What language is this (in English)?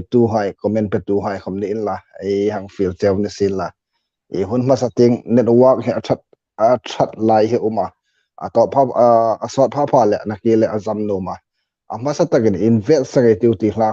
Hmar